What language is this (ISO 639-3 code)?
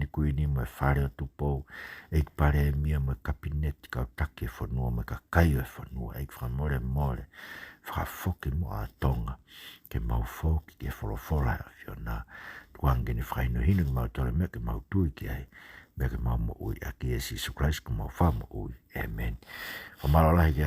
ton